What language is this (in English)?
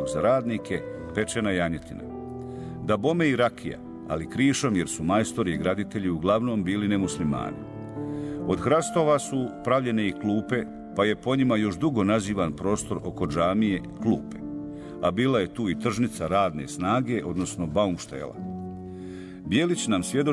Bosnian